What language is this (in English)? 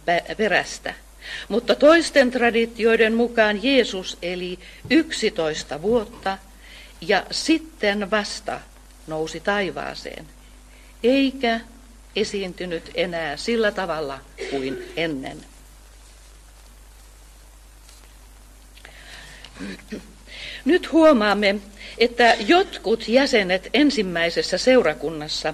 Finnish